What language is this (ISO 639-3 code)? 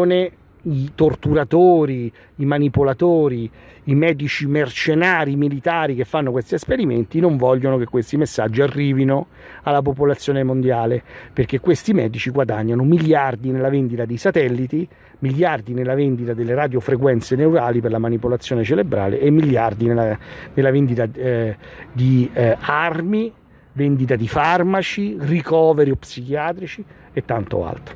ita